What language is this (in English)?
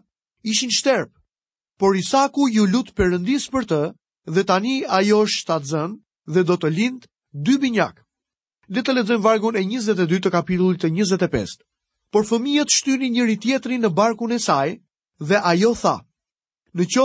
Albanian